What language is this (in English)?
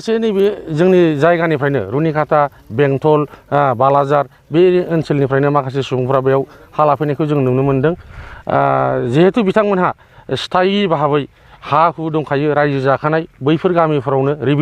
Bodo